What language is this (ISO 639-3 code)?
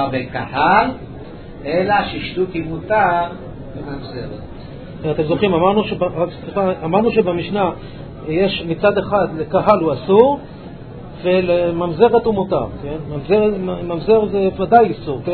heb